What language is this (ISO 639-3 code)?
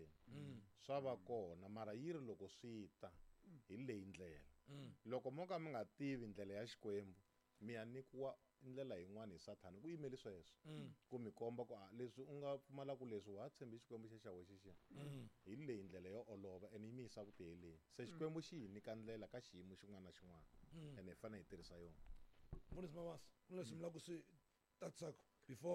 tso